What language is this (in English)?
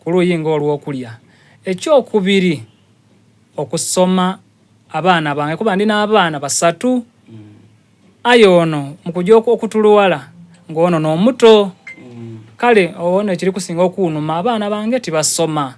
Soga